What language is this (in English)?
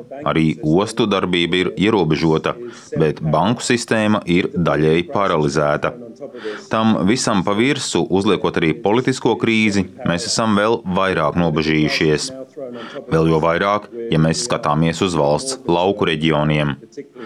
Latvian